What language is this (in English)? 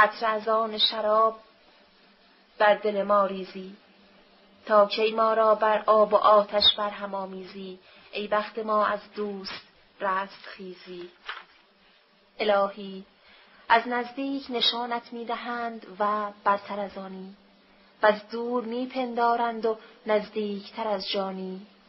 Persian